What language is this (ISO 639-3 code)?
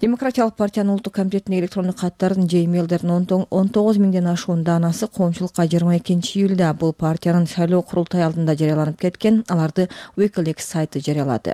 kir